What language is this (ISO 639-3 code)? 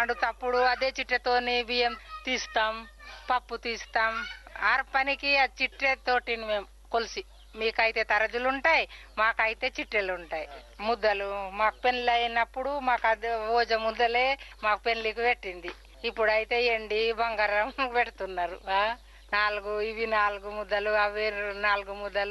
tel